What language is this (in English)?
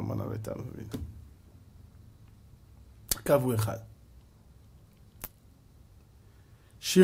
Hebrew